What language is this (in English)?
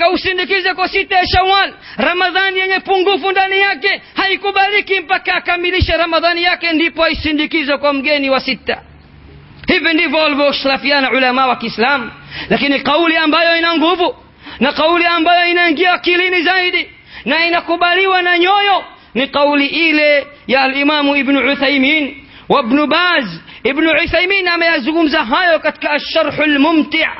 Swahili